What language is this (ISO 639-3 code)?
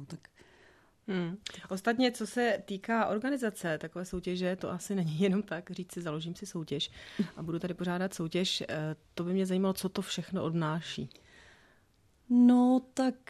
ces